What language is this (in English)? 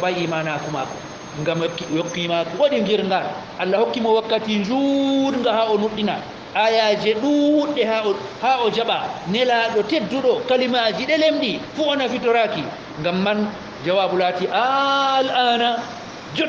Fula